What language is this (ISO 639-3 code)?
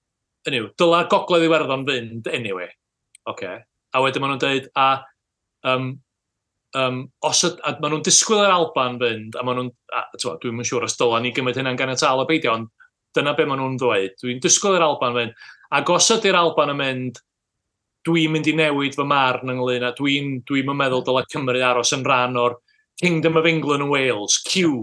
cym